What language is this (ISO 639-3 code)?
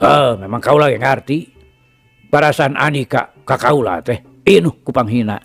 sun